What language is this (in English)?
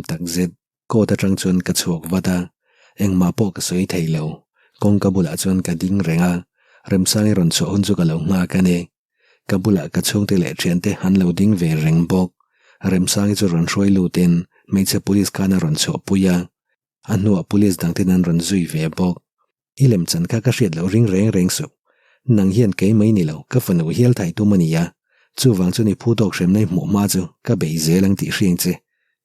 Mizo